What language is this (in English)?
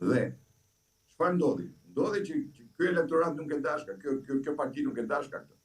Albanian